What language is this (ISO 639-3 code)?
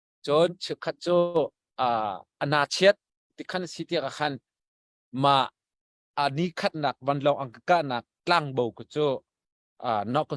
cnh